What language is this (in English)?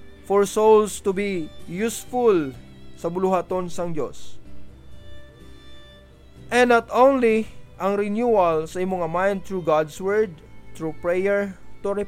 Hiligaynon